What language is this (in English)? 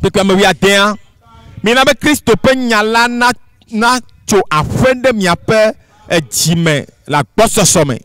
Ewe